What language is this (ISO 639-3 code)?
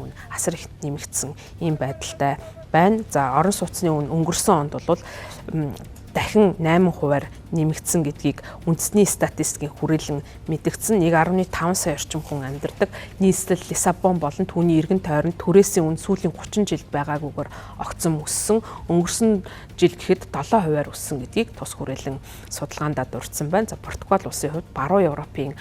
mon